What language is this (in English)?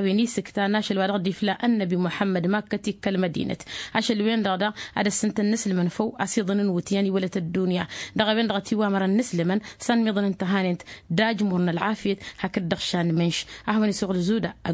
Tamasheq